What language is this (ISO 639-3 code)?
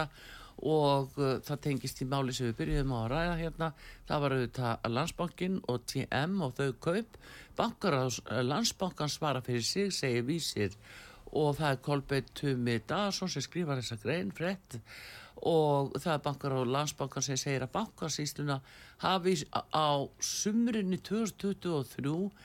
isl